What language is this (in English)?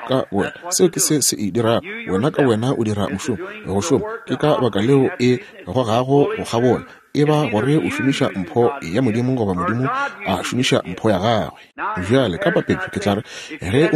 Northern Sotho